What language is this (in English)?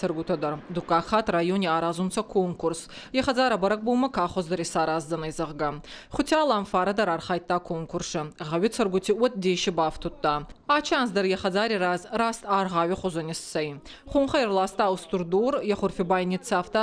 Ossetic